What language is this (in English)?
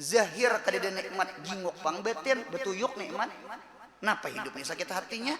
Banjar